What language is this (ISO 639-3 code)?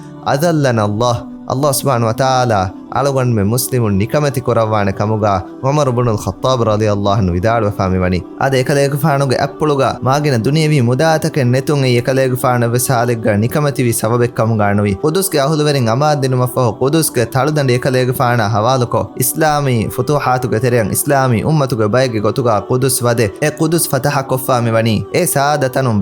div